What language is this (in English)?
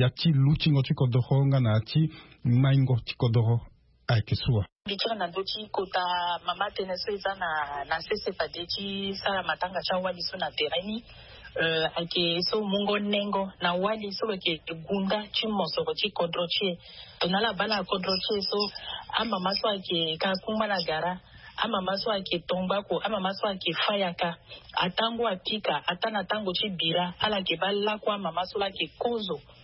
Sango